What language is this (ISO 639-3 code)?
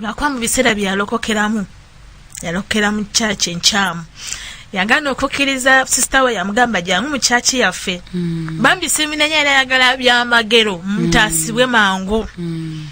lug